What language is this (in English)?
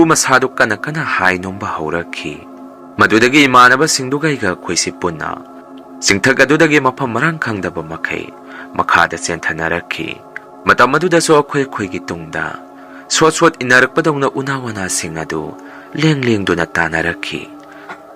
Manipuri